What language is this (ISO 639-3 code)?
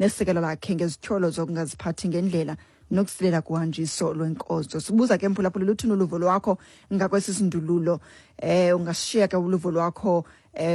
xho